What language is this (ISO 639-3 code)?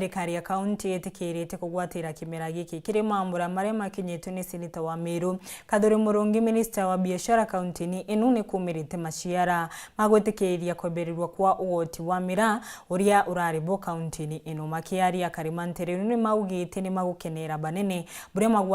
mer